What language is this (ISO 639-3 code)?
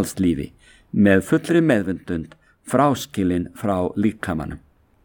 isl